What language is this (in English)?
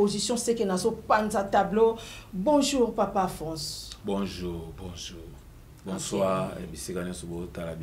Lingala